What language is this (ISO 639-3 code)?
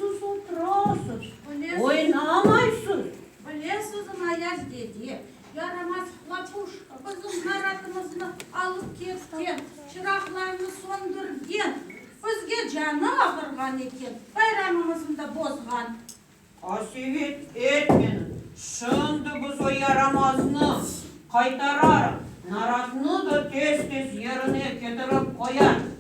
crh